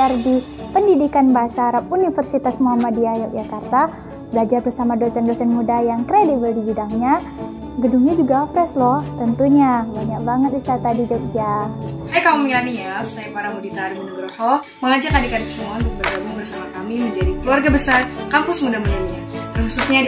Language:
Indonesian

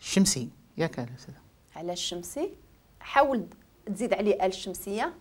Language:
Moroccan Arabic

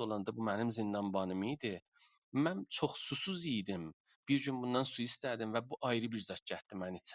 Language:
South Azerbaijani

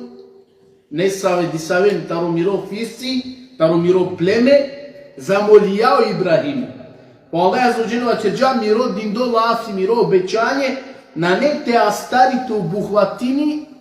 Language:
Balkan Romani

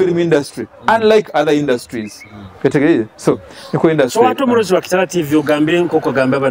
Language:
Nyoro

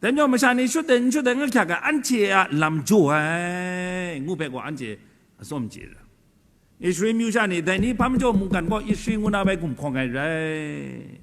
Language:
Kachin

